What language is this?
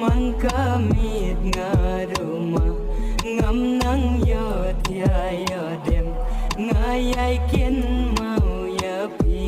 Khasi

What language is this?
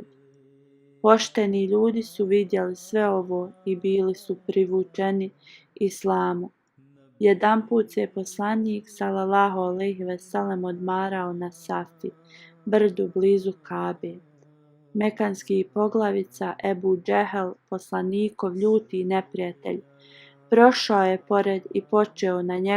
Bosnian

